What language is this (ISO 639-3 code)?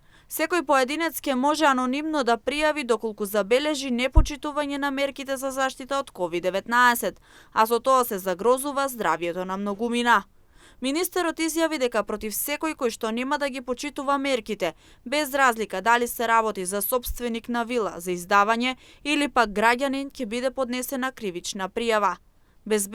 mkd